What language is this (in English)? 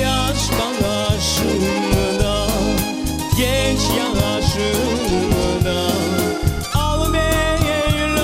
Crimean Tatar